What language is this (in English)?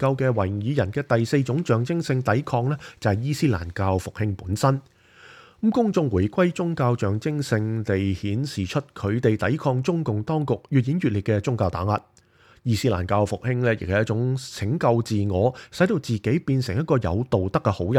Cantonese